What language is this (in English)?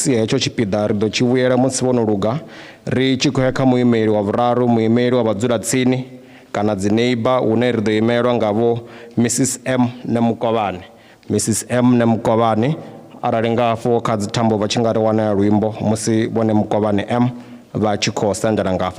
Venda